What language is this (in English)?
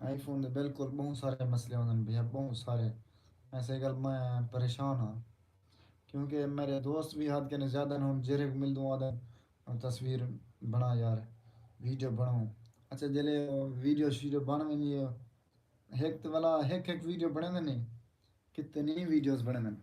Saraiki